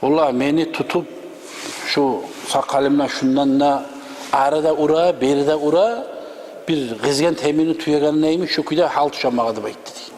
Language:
Kumyk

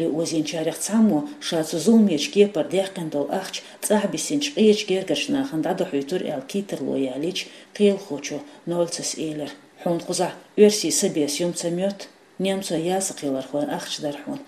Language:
Chechen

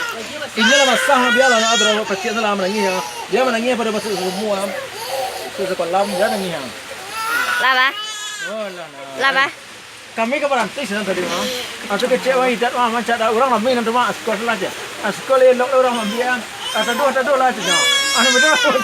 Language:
Minangkabau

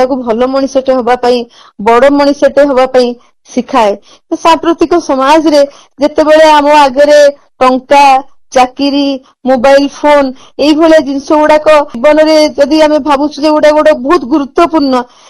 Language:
Odia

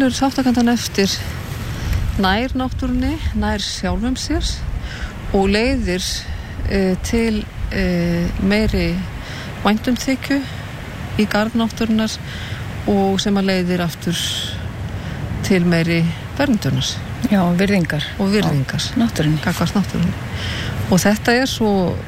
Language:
Icelandic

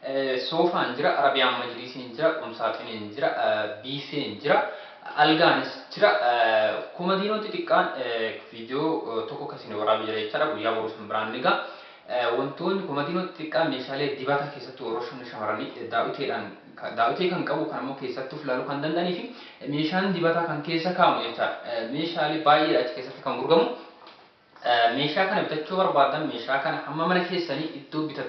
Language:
Oromo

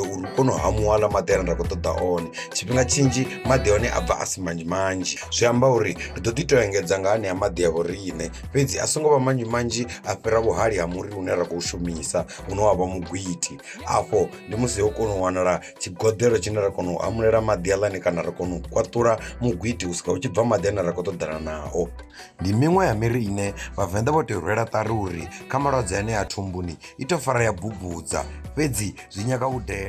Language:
Venda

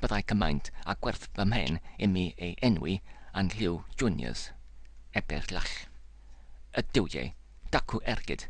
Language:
Welsh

